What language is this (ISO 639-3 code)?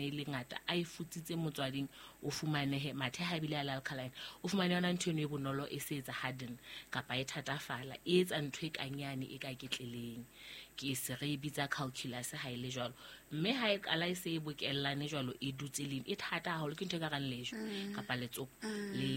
sot